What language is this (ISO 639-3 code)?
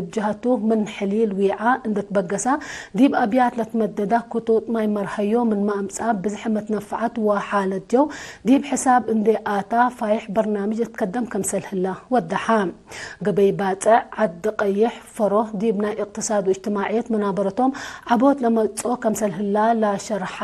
tig